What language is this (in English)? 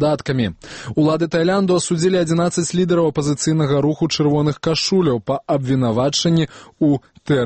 Belarusian